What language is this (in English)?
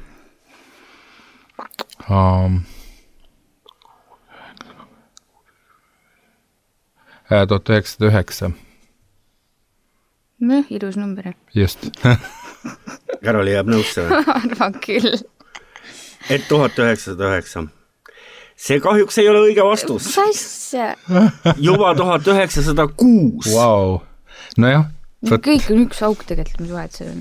Estonian